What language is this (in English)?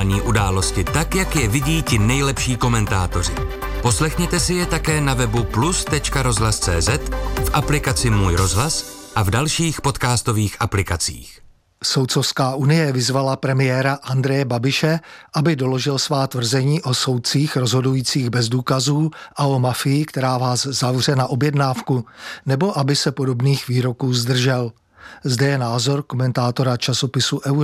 Czech